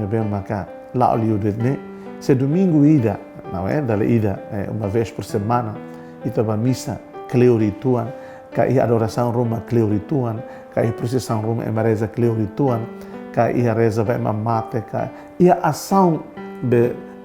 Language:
Tetum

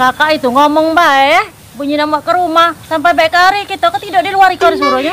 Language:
Musi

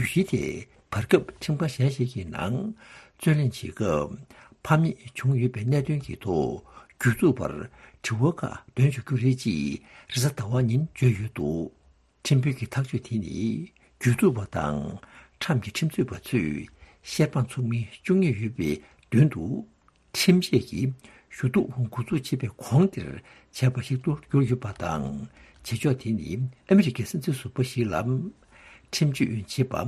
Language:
Tibetan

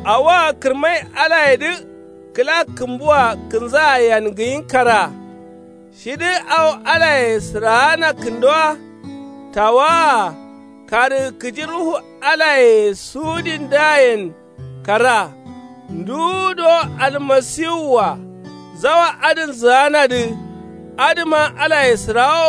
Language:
Kanuri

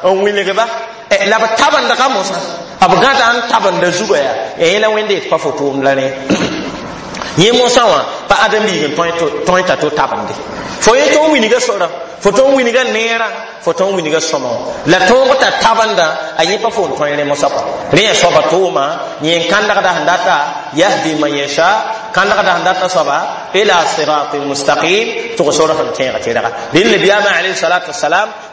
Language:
Mossi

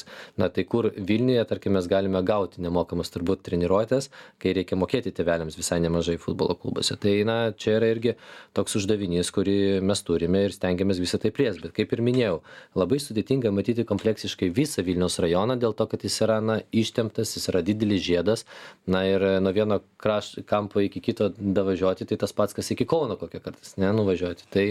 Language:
Lithuanian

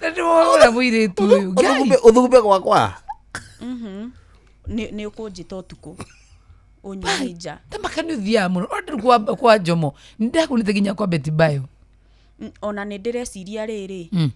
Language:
Kikuyu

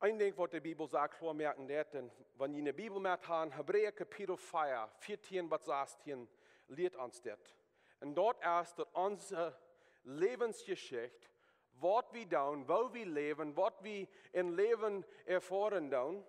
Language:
Plautdietsch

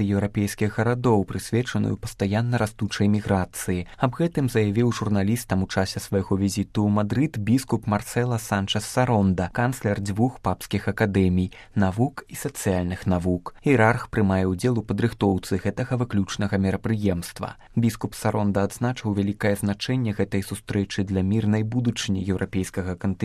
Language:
Belarusian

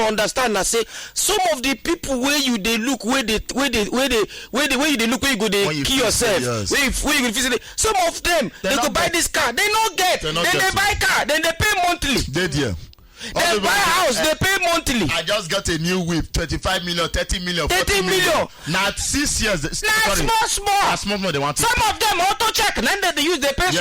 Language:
Nigerian Pidgin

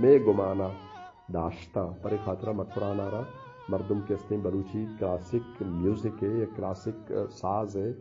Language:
Eastern Balochi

